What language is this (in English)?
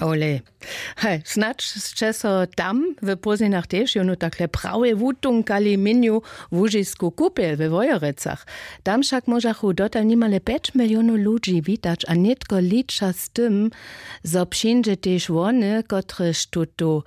Upper Sorbian